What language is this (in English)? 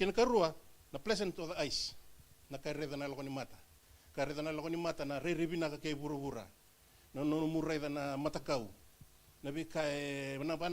Fijian